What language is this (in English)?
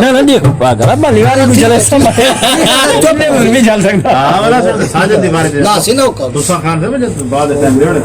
Saraiki